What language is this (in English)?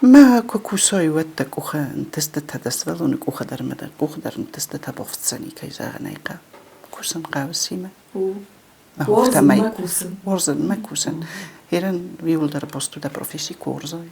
Ossetic